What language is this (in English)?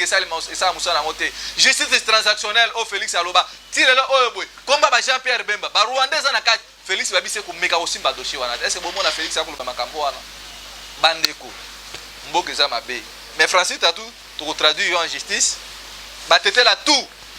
Lingala